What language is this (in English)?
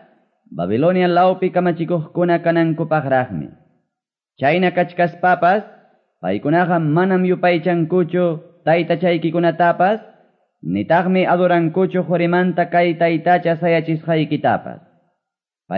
Quechua